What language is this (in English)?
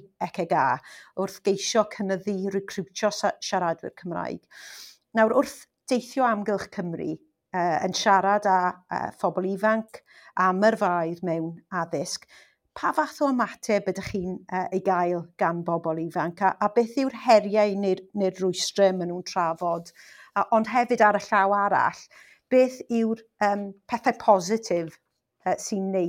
Welsh